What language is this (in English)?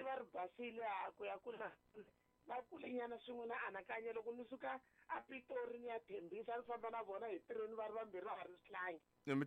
Tsonga